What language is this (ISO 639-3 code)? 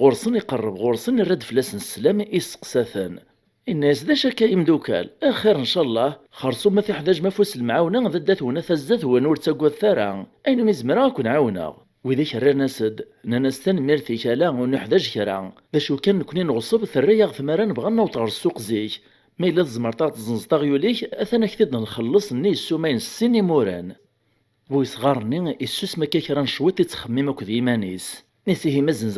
kab